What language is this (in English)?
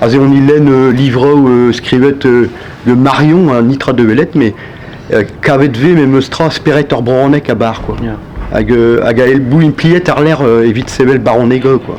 Breton